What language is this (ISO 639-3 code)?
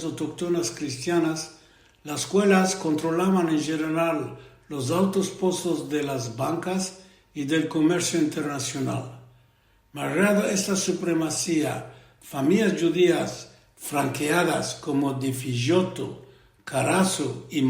lad